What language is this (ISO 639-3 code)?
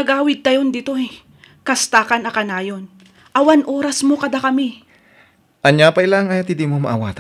ilo